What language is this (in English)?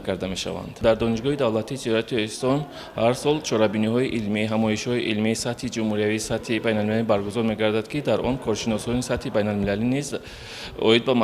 Tajik